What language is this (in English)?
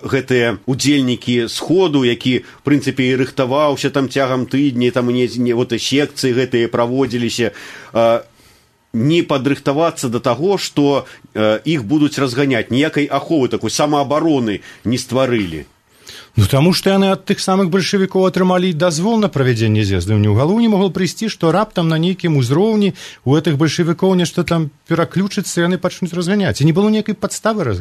Belarusian